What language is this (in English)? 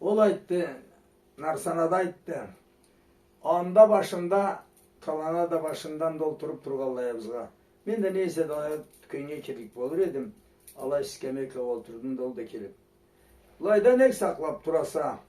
Karachay-Balkar